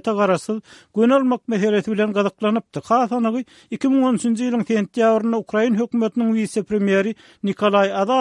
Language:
Turkmen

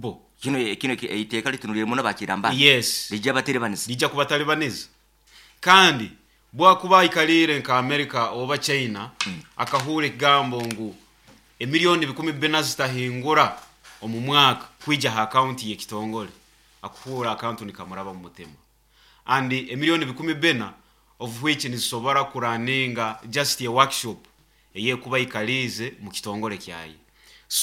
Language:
Nyoro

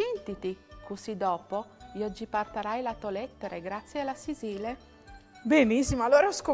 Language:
Friulian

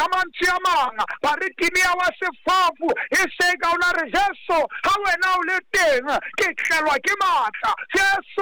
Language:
Southern Sotho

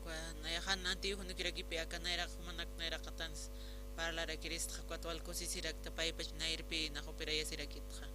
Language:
Aymara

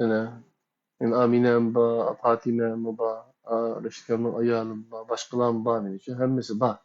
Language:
Uyghur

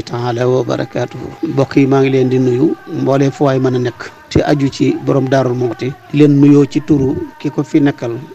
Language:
Wolof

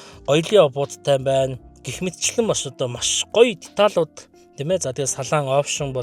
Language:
Mongolian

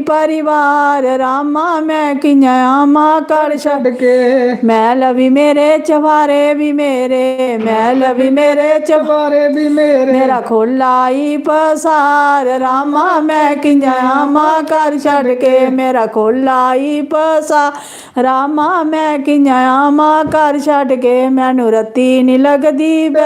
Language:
Dogri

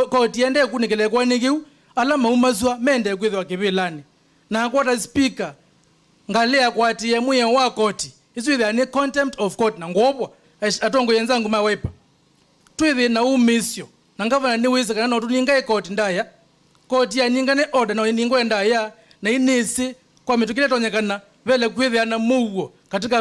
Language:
Kamba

